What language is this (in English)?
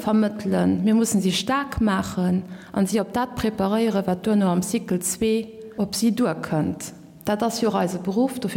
Luxembourgish